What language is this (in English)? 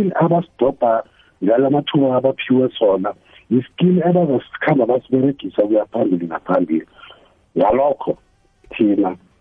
South Ndebele